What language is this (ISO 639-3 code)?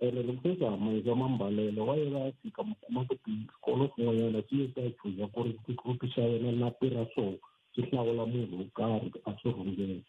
tso